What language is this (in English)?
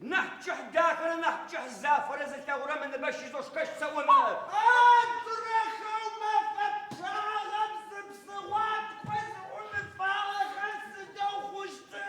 Adyghe